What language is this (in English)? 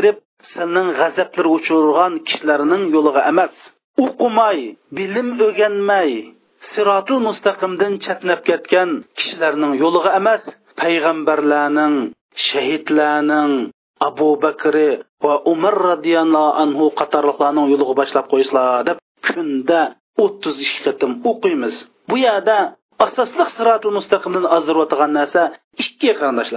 Uyghur